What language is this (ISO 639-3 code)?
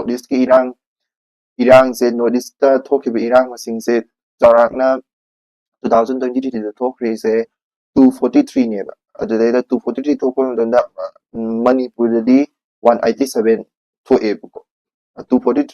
mni